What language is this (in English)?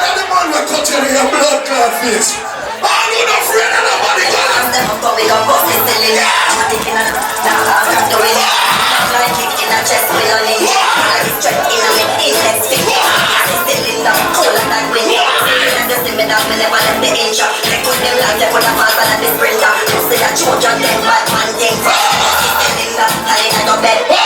Jamaican Creole English